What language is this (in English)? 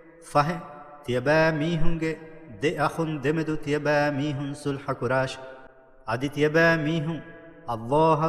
Divehi